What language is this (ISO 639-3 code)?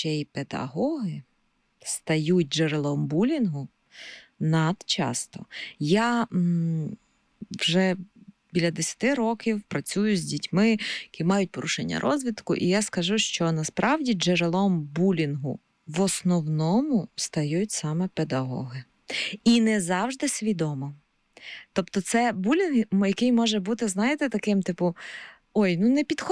ukr